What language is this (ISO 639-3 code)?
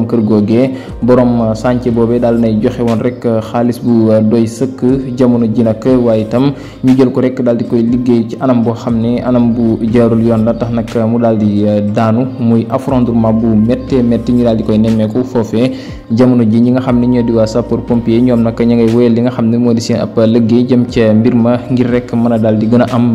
wol